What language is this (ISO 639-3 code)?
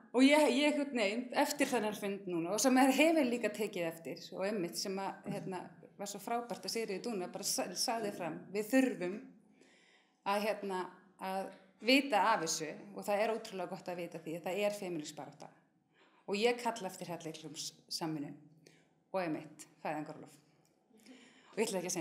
isl